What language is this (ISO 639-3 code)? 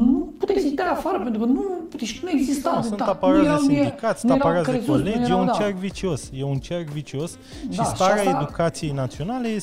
ron